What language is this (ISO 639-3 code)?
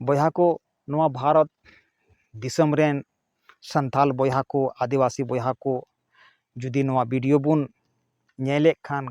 sat